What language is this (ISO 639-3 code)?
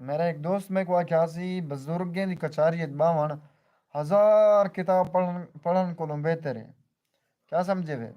skr